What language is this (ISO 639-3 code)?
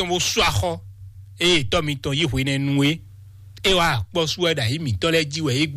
fon